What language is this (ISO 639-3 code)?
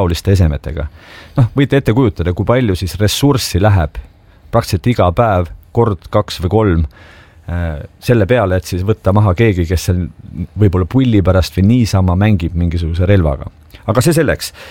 est